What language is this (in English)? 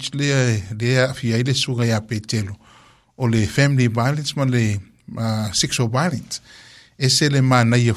Samoan